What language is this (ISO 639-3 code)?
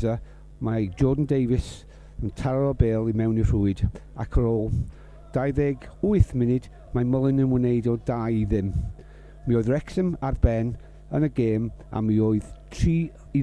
cym